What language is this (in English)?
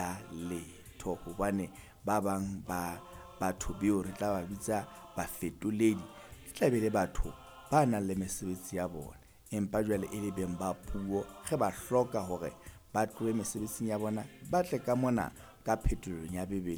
Southern Sotho